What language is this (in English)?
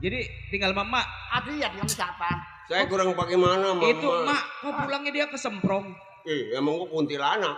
Betawi